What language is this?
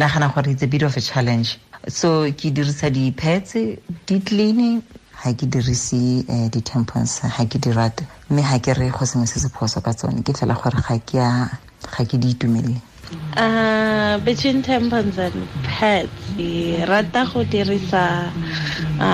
Tswana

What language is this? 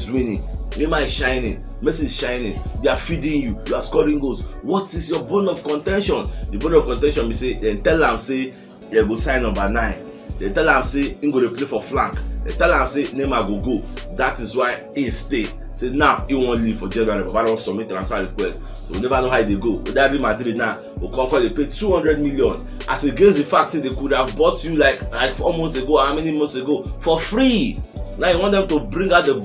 Nigerian Pidgin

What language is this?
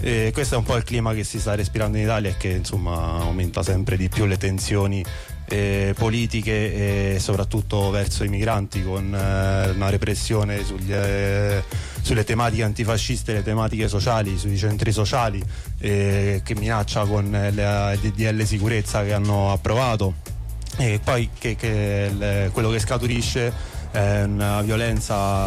Italian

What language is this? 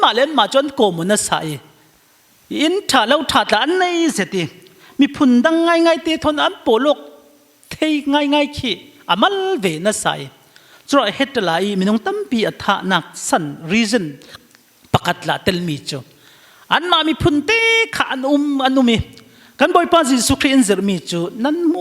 Falam Chin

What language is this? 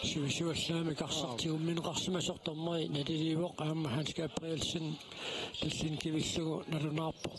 Kalaallisut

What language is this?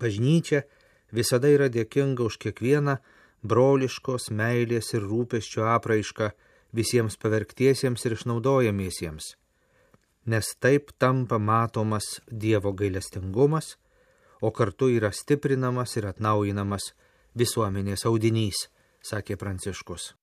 Lithuanian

